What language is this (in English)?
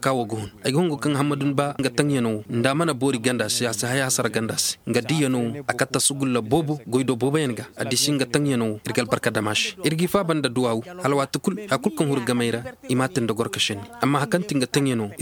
Zarma